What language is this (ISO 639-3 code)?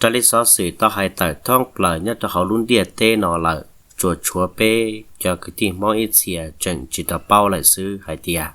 hmn